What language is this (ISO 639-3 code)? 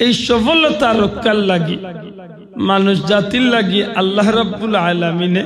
syl